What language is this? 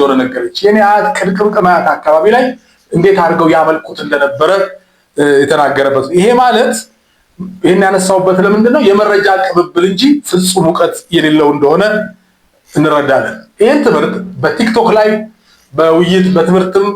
Amharic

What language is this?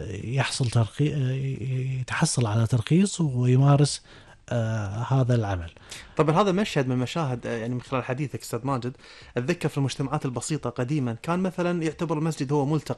Gulf Arabic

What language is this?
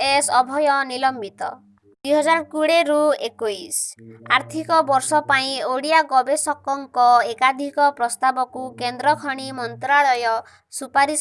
Odia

